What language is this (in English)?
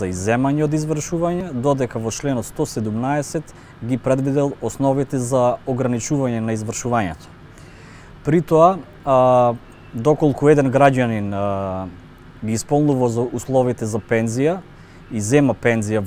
Macedonian